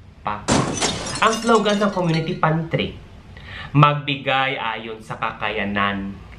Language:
Hiligaynon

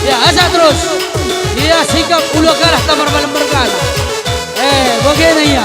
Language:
Batak Karo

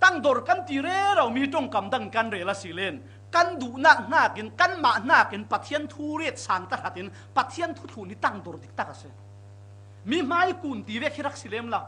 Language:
Falam Chin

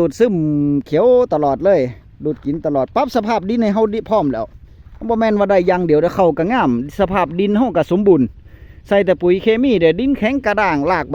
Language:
Northeastern Thai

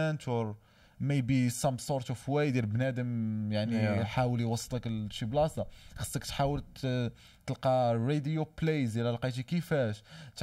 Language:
Moroccan Arabic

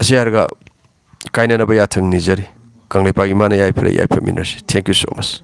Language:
Manipuri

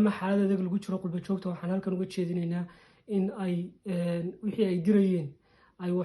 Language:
Somali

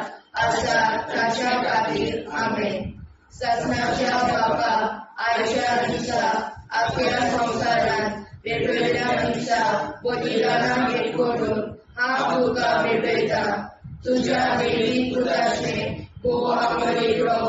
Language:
Konkani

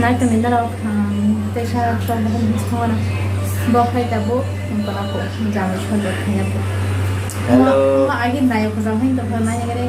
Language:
Kok Borok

